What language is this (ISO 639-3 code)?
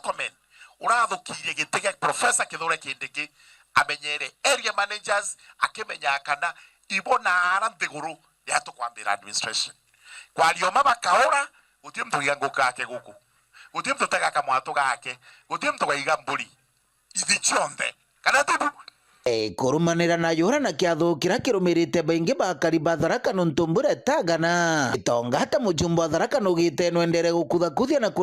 mer